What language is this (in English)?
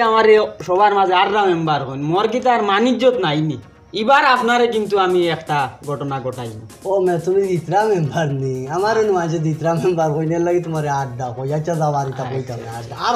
Sylheti